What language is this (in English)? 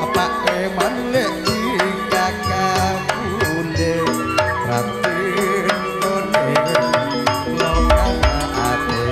Madurese